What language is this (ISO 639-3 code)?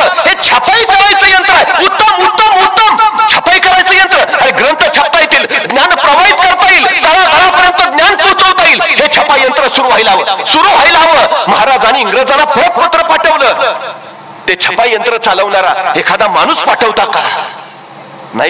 mar